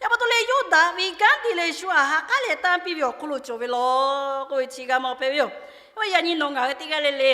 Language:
Lahu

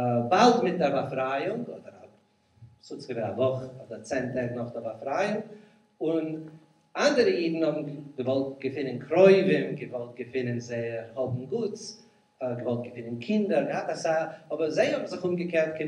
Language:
Yiddish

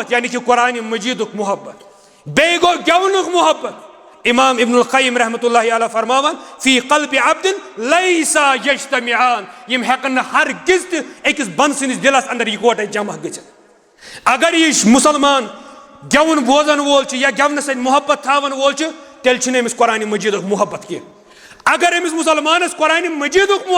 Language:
Kashmiri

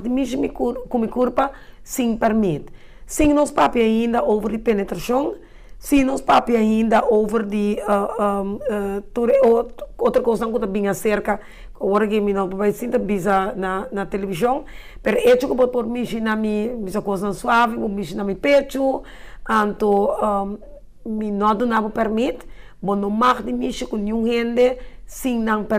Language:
Papiamento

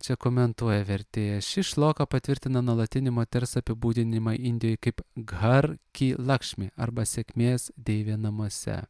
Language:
Lithuanian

